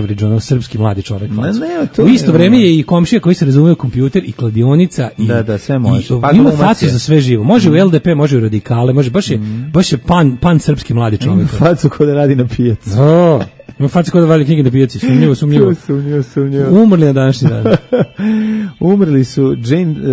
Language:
Serbian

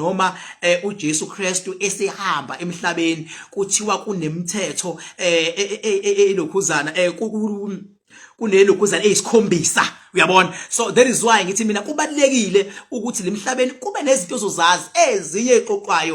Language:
Zulu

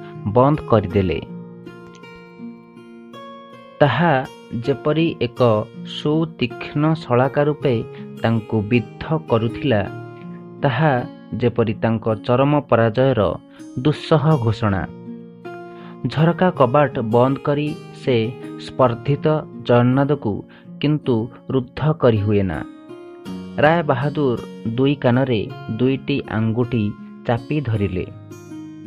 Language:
Odia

